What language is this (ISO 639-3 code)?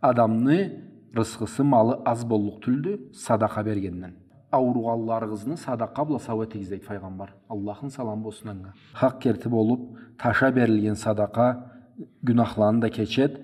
krc